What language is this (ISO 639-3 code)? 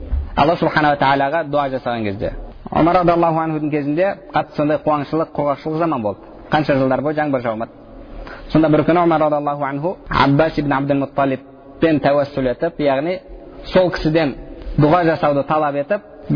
kaz